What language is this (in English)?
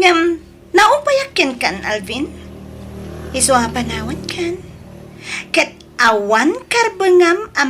Iloko